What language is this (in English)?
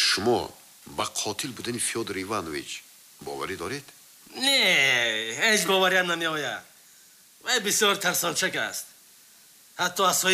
Tajik